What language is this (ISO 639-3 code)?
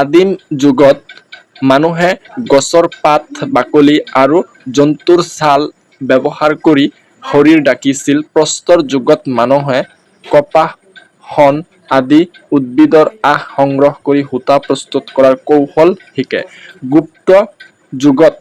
asm